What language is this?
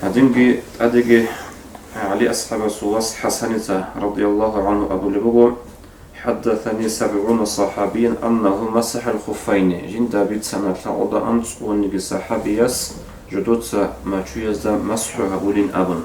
Avaric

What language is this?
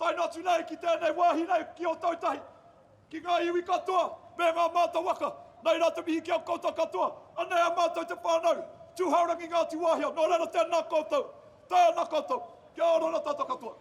Māori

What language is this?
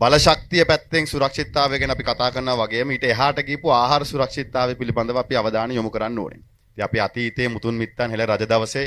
Sinhala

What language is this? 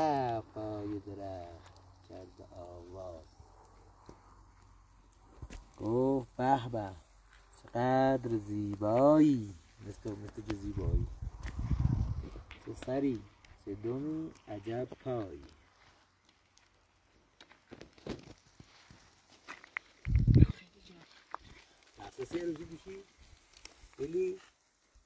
Persian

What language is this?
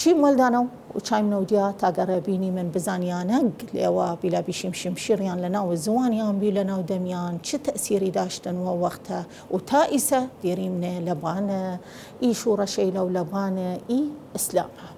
Southern Kurdish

